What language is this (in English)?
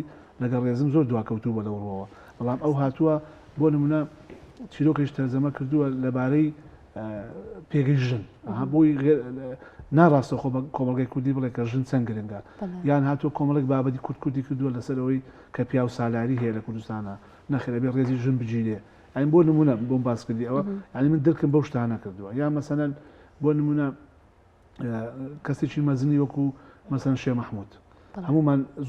Central Kurdish